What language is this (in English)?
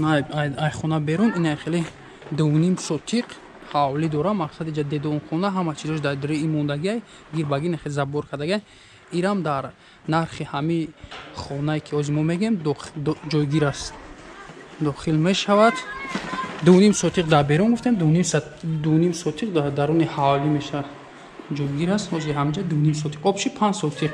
Tajik